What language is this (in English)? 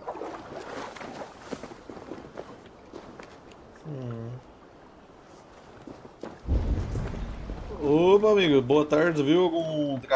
Portuguese